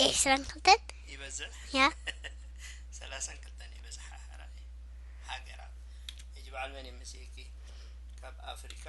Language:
Tigrinya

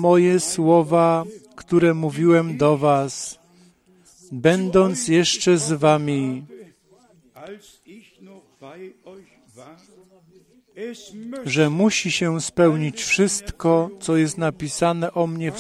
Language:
Polish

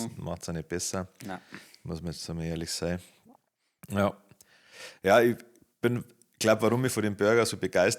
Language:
Bavarian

